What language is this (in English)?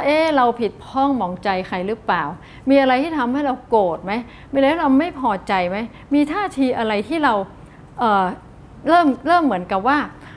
Thai